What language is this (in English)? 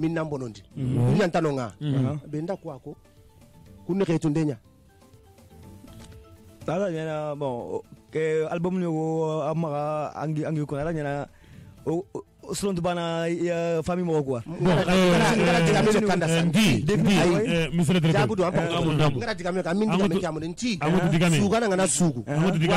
Soninke